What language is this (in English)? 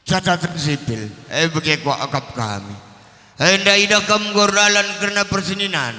Batak Karo